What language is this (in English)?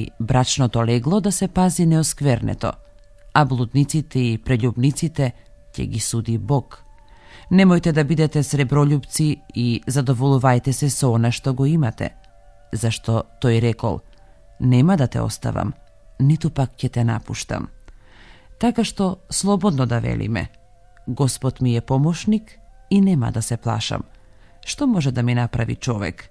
Macedonian